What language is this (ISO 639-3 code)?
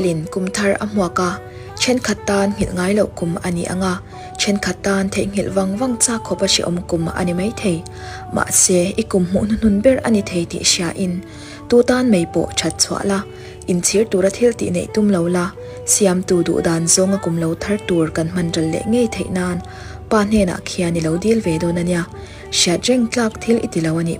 lus